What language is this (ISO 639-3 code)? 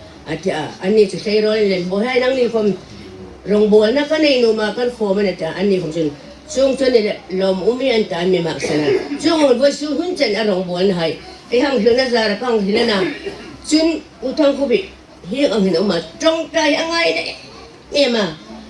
hmr